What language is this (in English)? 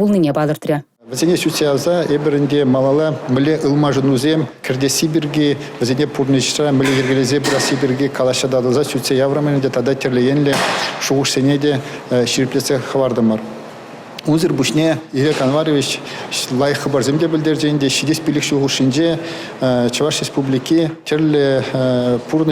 Chuvash